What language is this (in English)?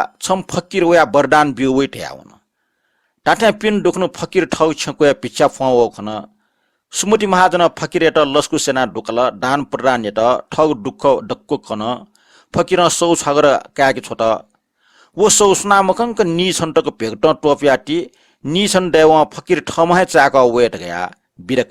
Newari